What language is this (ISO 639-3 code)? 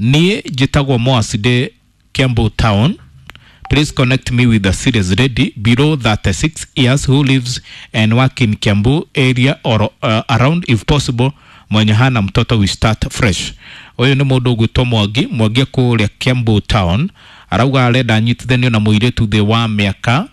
kik